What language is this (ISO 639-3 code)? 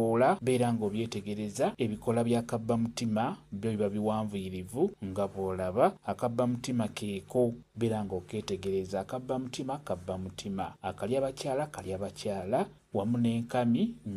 lug